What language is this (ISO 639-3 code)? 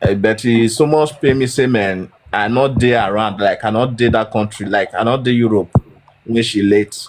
pcm